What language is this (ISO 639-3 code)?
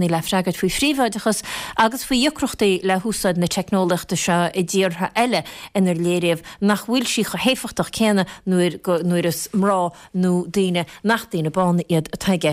gle